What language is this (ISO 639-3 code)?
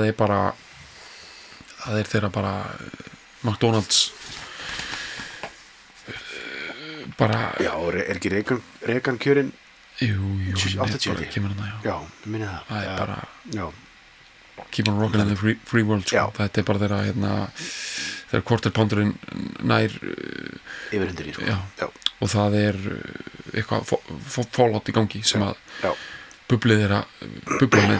isl